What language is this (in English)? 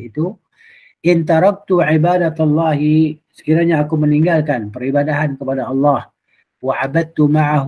Malay